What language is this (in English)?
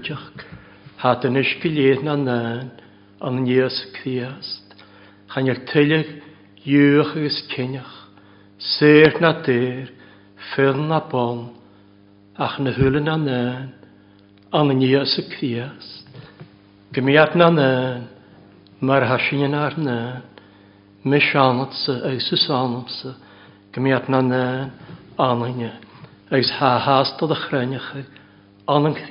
Welsh